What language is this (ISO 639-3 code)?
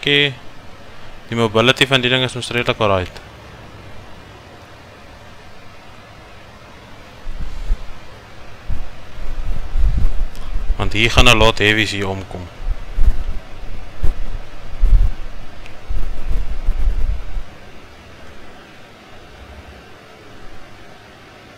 afr